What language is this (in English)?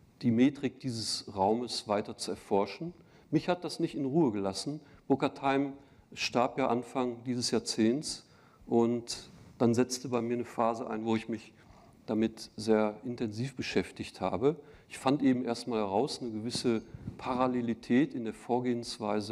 German